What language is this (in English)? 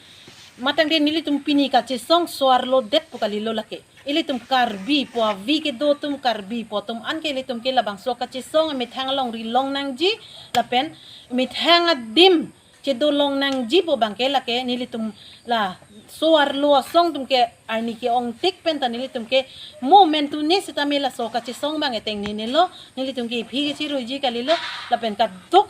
Karbi